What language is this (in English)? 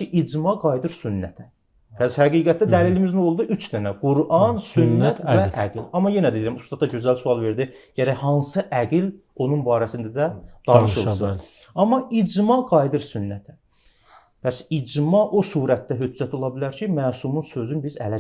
Azerbaijani